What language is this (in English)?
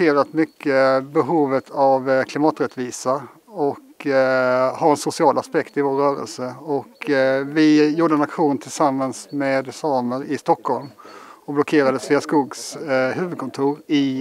Swedish